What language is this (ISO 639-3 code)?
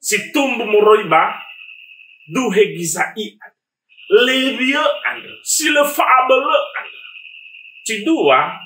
nia